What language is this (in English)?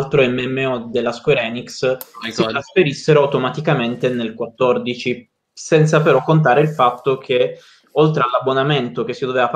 Italian